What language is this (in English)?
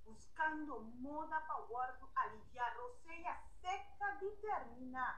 Papiamento